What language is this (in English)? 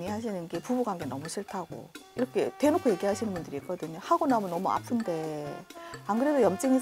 Korean